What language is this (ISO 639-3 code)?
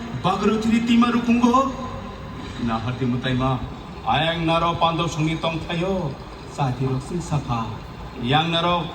trp